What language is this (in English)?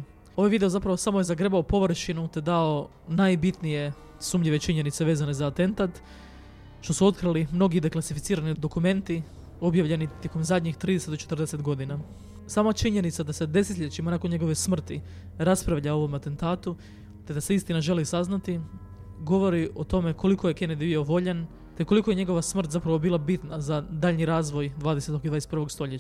Croatian